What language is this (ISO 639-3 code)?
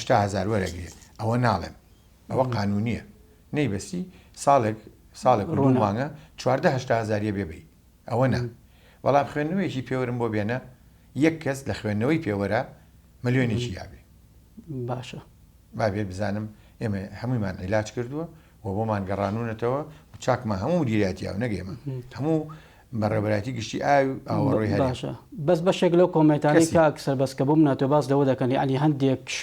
ckb